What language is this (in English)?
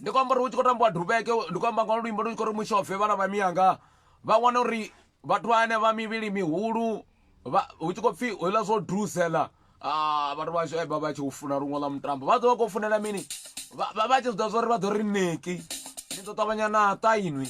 Venda